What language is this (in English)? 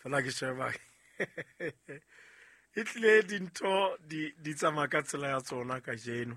Southern Sotho